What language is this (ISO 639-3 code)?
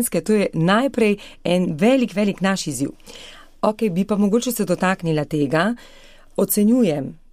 slv